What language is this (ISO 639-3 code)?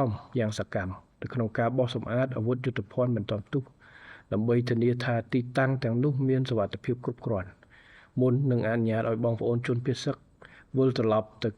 khm